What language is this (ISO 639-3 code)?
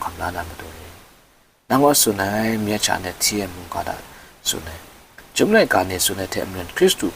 kac